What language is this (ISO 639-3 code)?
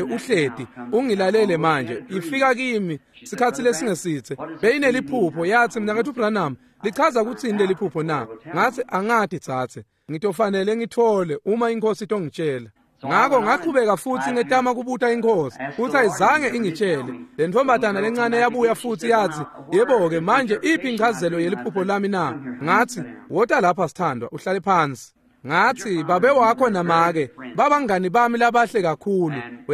ssw